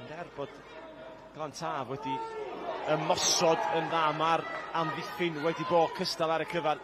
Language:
Welsh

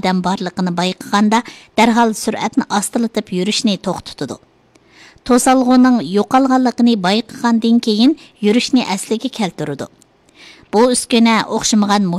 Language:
Uyghur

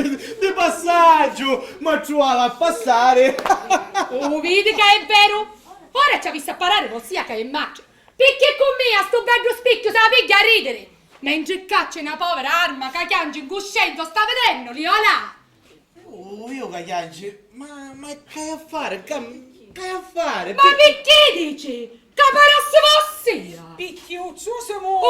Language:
Sicilian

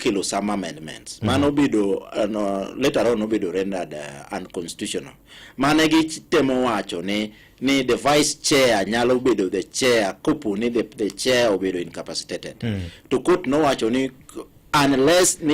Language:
Luo (Kenya and Tanzania)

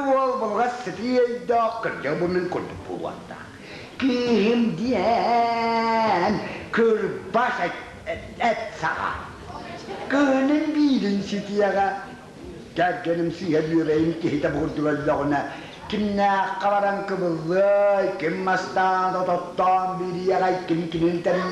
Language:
Yakut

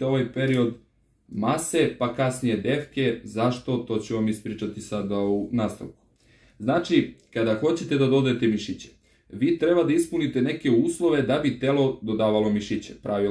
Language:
Serbian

